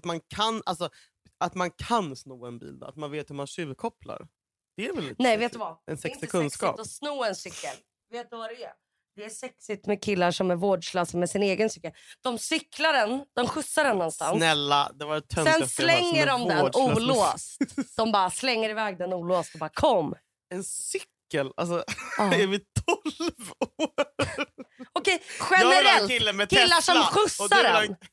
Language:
Swedish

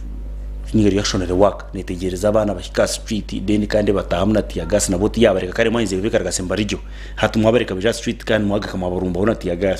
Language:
Nyankole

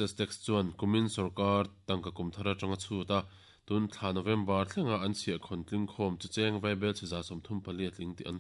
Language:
Mizo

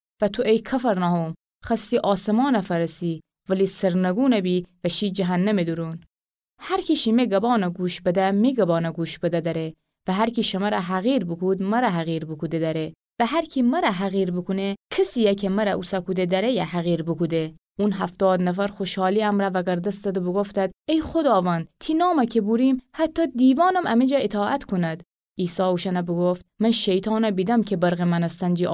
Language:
Gilaki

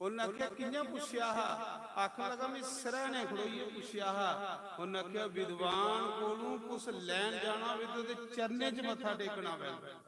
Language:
Dogri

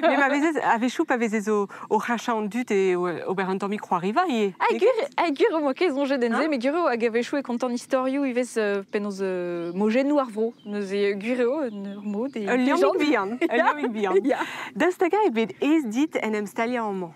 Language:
Breton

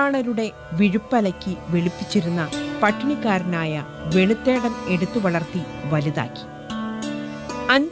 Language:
Malayalam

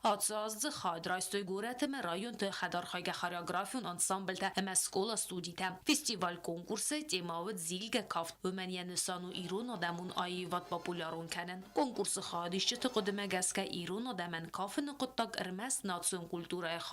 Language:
Ossetic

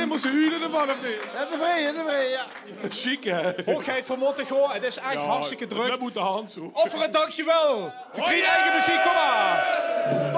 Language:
Limburgish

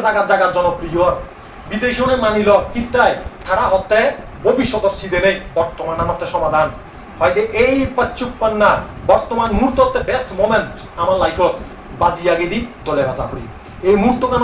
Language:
Chakma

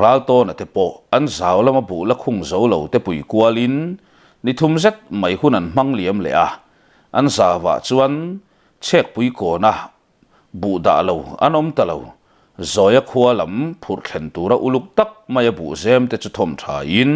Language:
Mizo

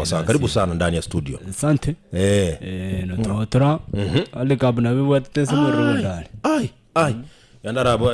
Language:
Gusii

